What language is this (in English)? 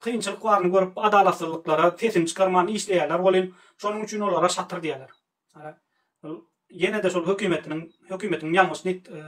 Turkmen